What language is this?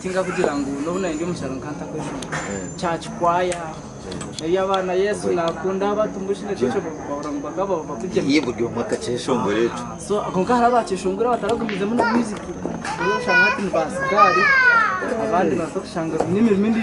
Nyankole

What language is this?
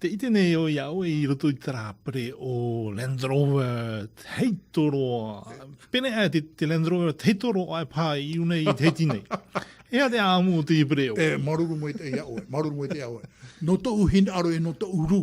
Tahitian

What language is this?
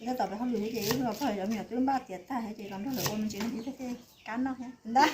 Hmong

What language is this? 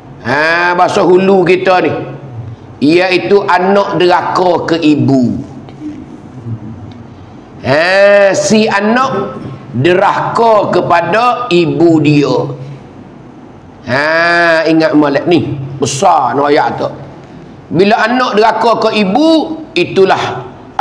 Pattani Malay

